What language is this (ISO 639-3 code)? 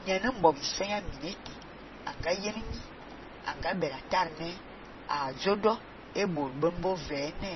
fan